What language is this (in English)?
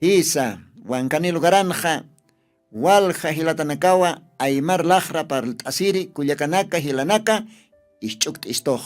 Aymara